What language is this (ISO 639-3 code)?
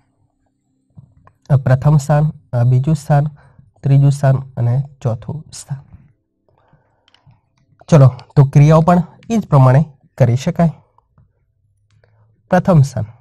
guj